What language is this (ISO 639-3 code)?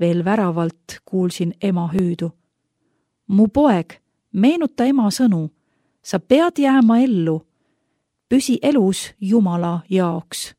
est